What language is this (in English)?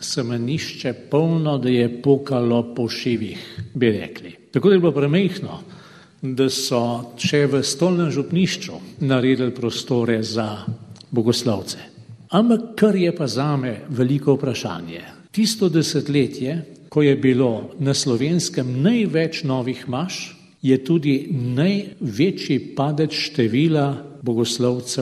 Slovenian